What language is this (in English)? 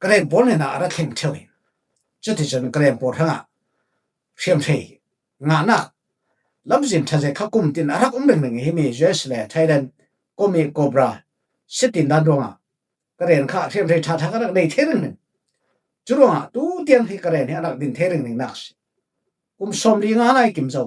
Falam Chin